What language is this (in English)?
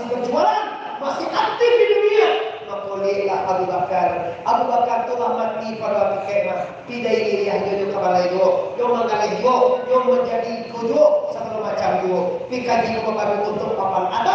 Minangkabau